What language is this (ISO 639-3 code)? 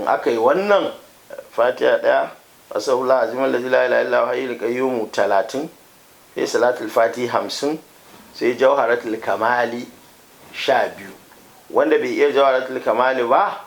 hau